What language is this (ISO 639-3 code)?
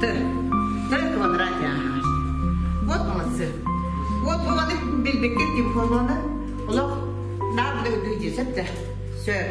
sah